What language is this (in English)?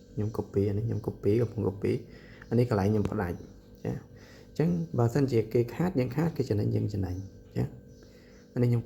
Khmer